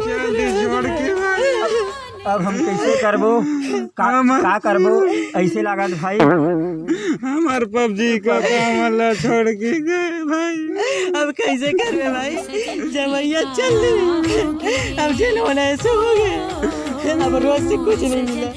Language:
Chhattisgarhi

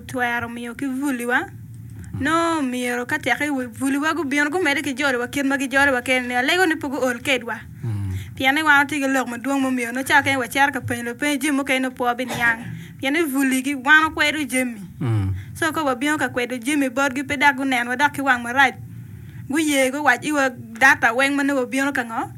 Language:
Acoli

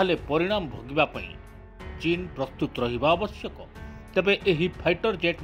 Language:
Odia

